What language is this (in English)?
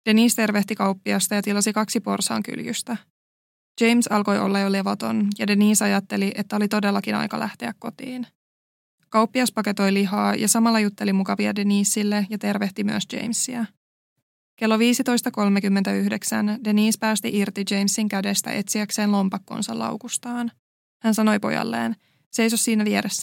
Finnish